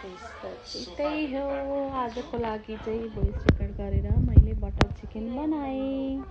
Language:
Nepali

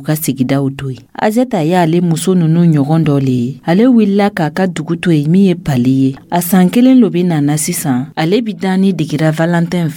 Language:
Dyula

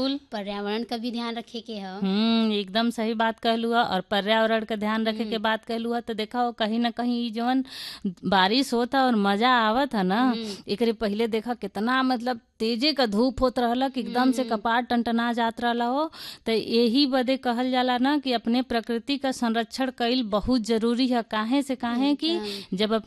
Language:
Bhojpuri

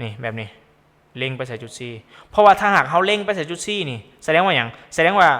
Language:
Lao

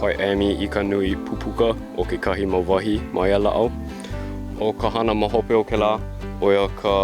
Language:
Hawaiian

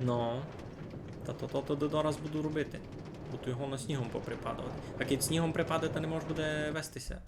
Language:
Rusyn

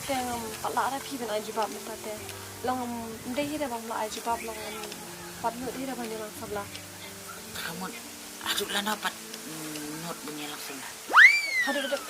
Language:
Khasi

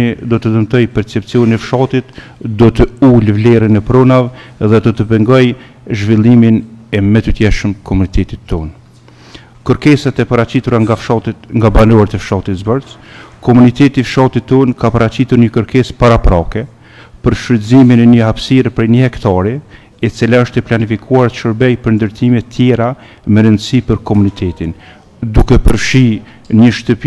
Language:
Albanian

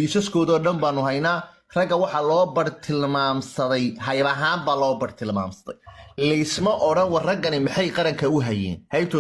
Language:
Somali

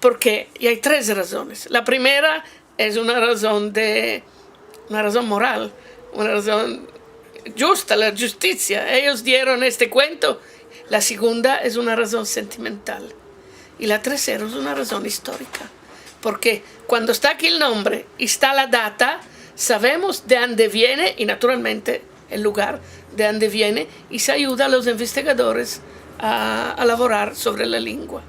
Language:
Ladino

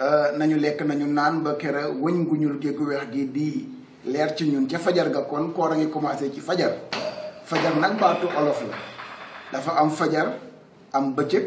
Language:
Wolof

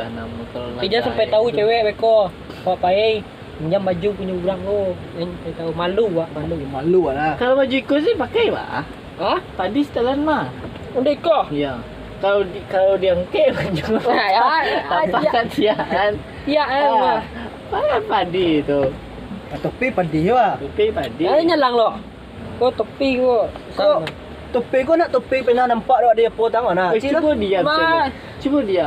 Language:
Minangkabau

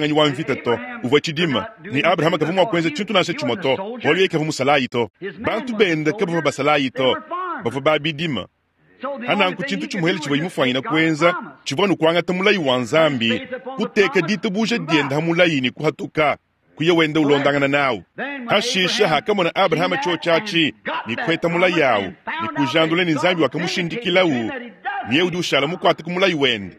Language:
Luba-Lulua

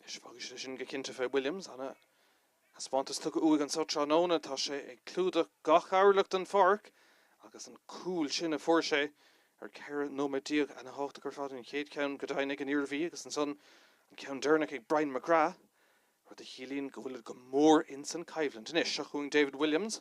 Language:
Irish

